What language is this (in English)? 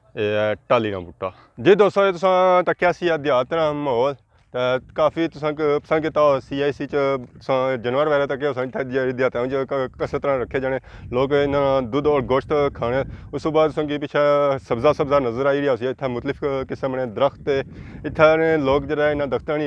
Pahari-Potwari